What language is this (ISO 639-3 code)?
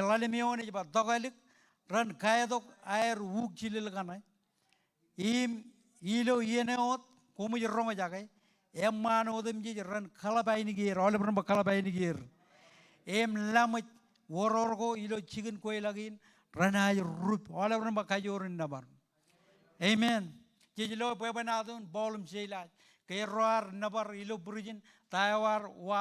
mah